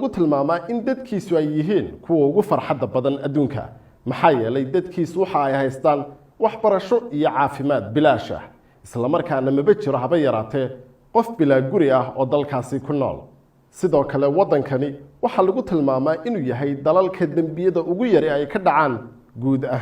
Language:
Somali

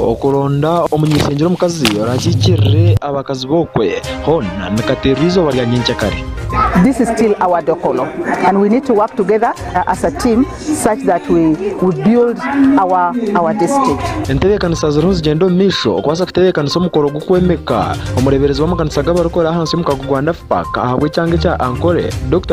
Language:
Nyankole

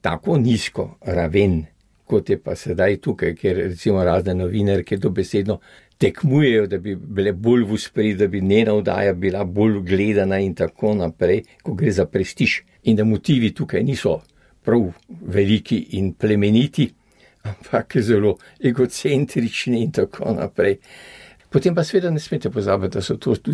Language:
Slovenian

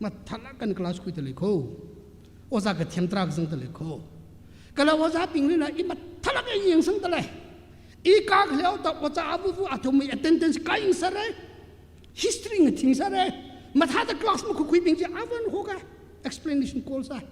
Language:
Tangkhul Naga (India)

